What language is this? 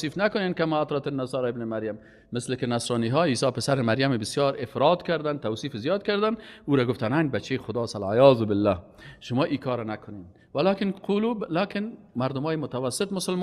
Persian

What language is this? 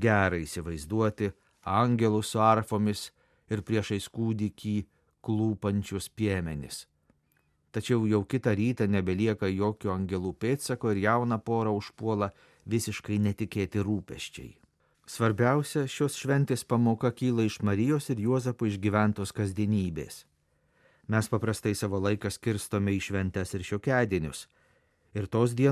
Lithuanian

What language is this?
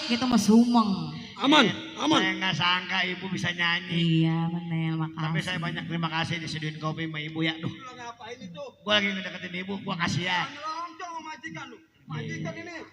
Betawi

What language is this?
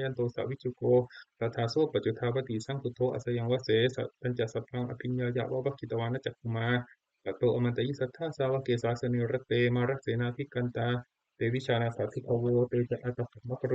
Pali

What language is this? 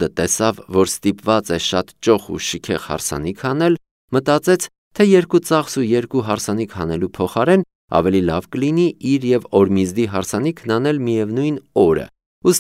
Armenian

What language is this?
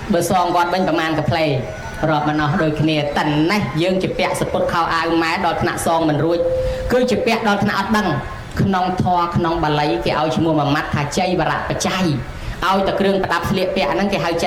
Khmer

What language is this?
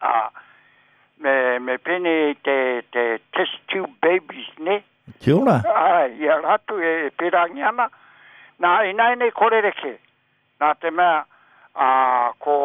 Māori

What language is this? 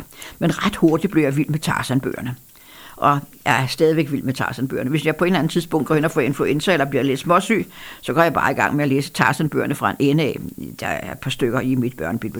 Danish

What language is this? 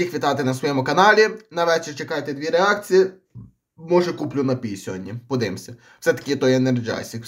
Ukrainian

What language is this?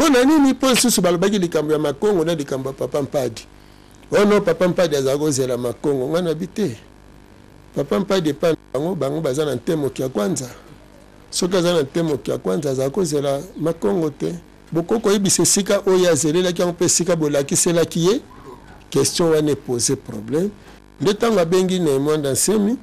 Lingala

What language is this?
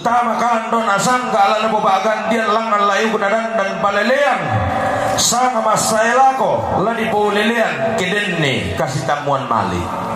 Toraja-Sa'dan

